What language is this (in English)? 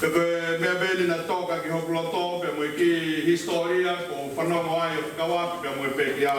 Tongan